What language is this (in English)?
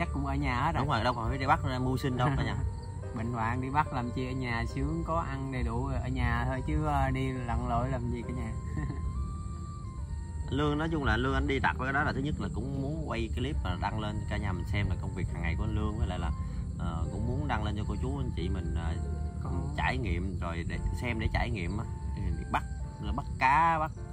Vietnamese